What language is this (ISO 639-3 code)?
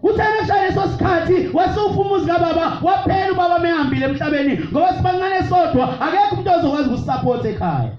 zul